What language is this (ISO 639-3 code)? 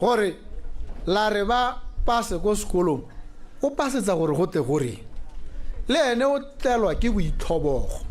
tsn